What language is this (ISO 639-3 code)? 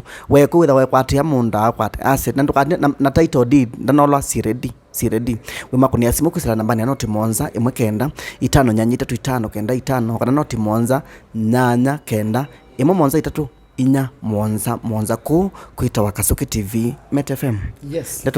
kam